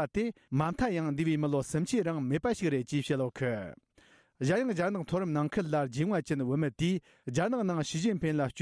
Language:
Tibetan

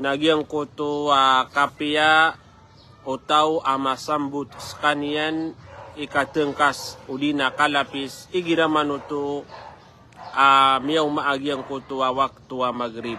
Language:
Maranao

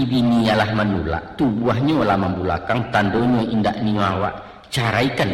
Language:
Minangkabau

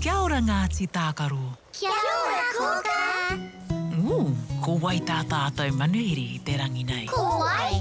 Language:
Māori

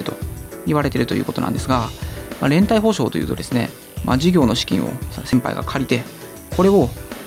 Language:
Japanese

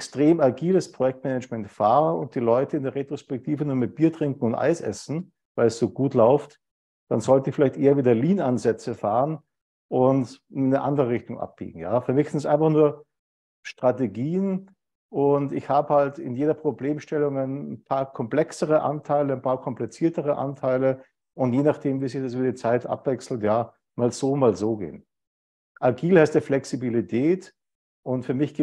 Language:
German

